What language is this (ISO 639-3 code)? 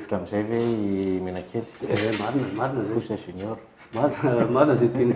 mlg